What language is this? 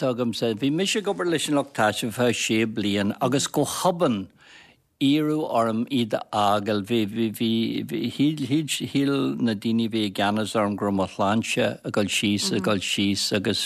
Irish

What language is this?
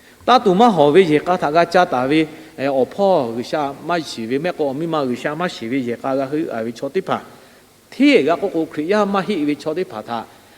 Lahu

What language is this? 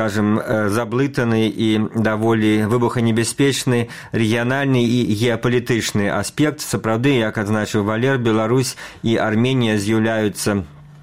Belarusian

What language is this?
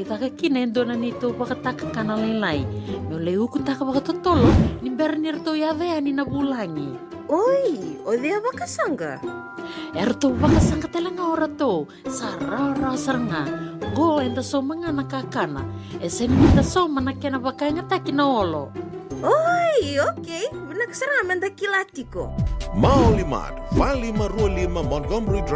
Fijian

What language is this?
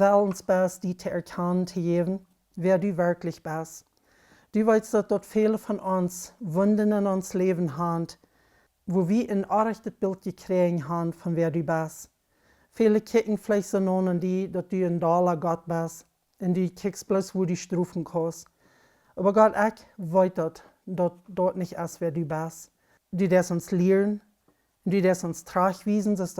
Plautdietsch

